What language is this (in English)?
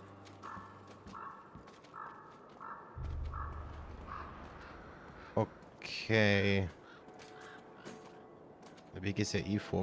German